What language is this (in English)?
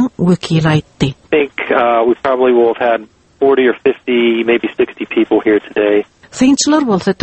Turkmen